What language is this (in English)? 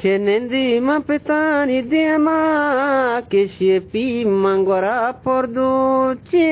Eastern Balochi